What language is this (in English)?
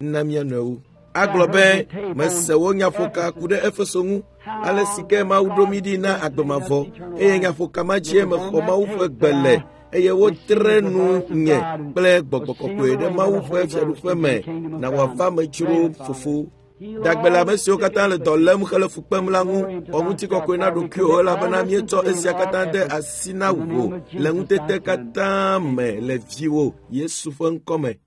Ewe